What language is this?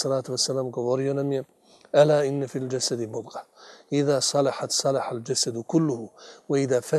Bosnian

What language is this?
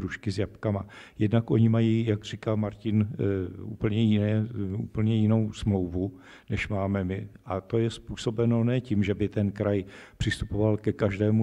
Czech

